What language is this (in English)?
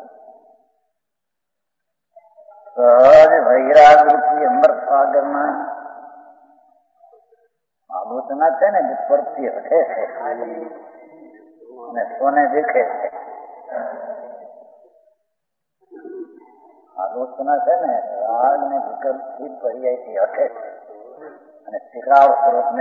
Gujarati